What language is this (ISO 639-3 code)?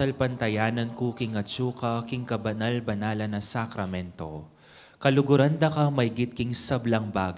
pam